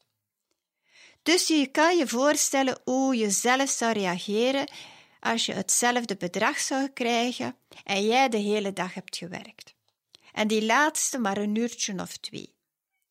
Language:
Dutch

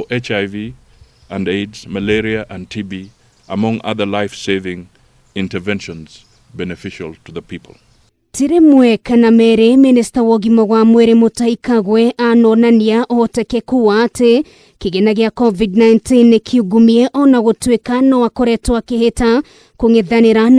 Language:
Kikuyu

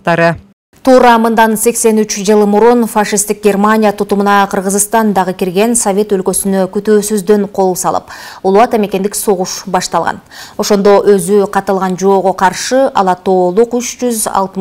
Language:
Kyrgyz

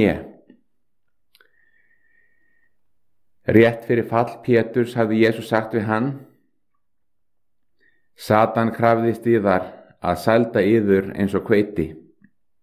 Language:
Icelandic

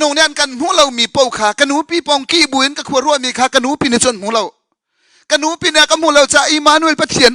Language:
Hakha Chin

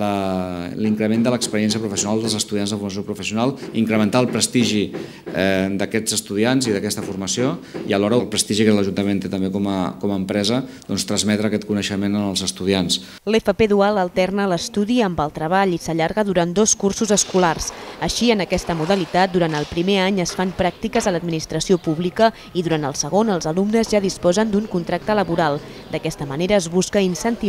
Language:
Catalan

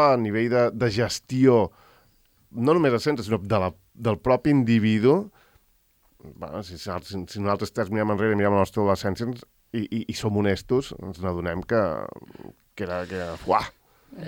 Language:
Catalan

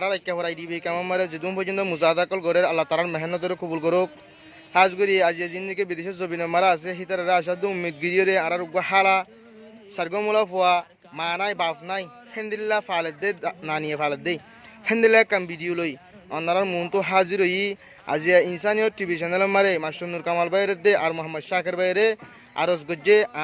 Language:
Rohingya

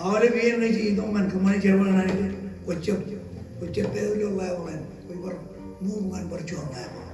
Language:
Marshallese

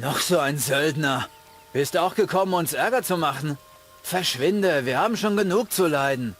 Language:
Bavarian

